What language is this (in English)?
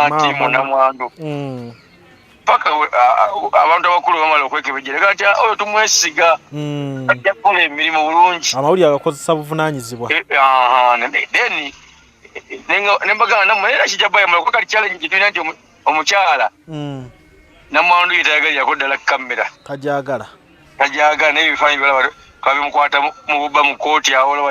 Ganda